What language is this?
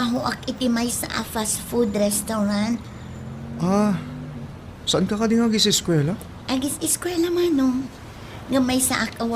Iloko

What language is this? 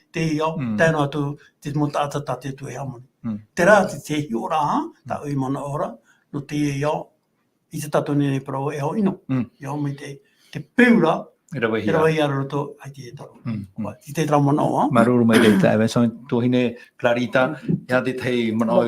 Tahitian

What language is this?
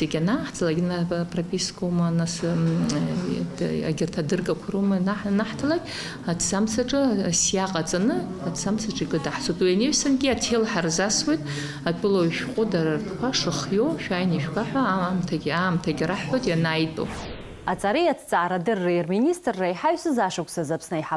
Abkhazian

